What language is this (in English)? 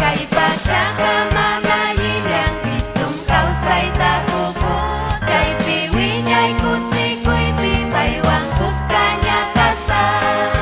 Ayacucho Quechua